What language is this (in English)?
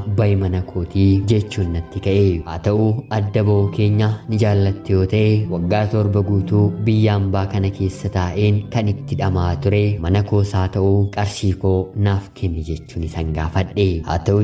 Oromo